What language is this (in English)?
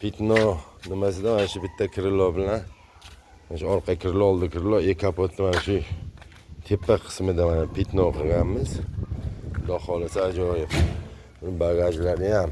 Uzbek